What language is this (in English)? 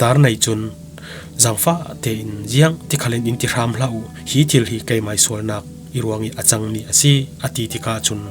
Falam Chin